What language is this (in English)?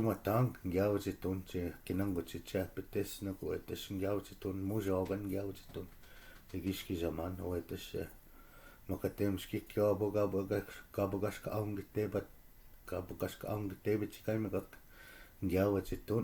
Chippewa